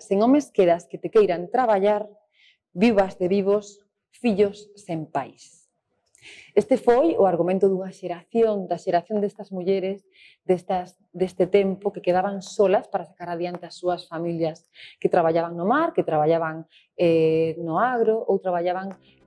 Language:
Galician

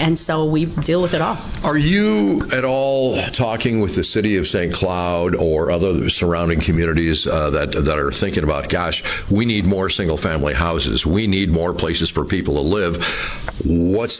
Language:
English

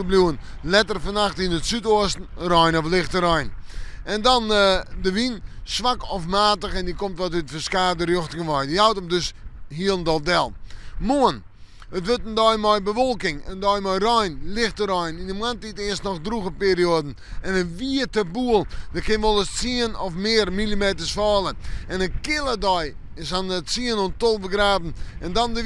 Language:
Western Frisian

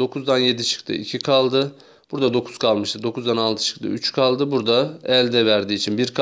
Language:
Turkish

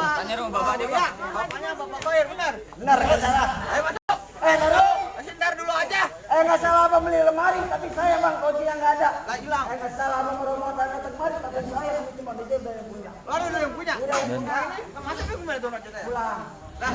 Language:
Betawi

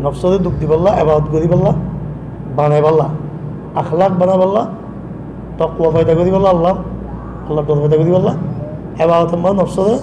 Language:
Rohingya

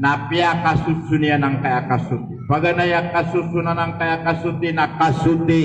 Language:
Maranao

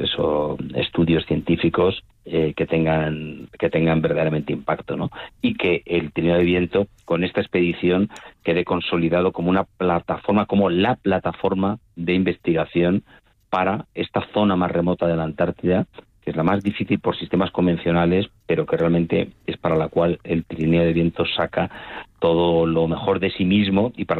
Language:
Spanish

